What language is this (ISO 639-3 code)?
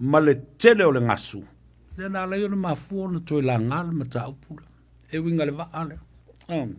smo